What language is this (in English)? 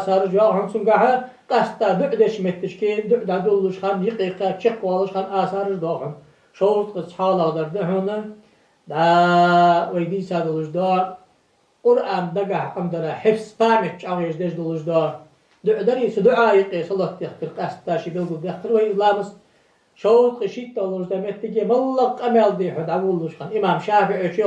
Ingush